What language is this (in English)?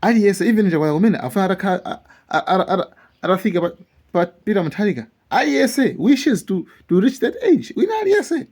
Nyanja